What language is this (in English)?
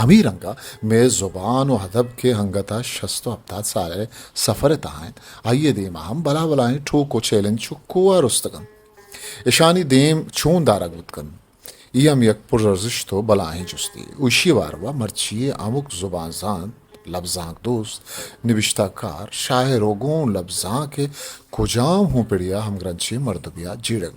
Eastern Balochi